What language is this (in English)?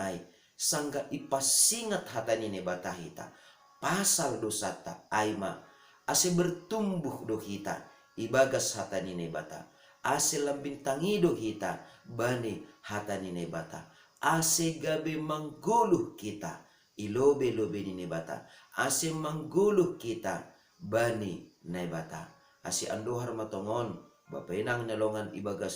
Batak Simalungun